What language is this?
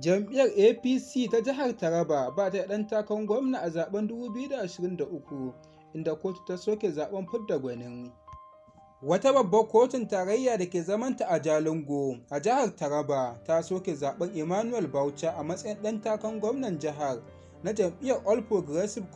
Hausa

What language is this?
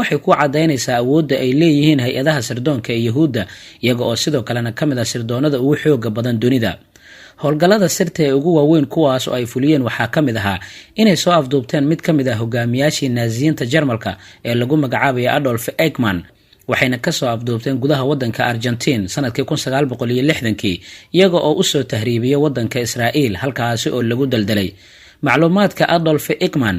Somali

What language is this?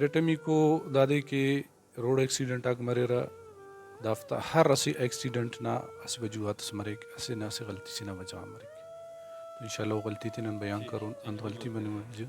Brahui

